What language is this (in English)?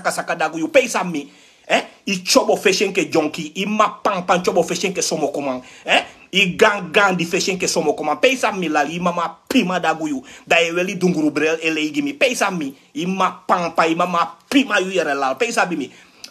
Sranan Tongo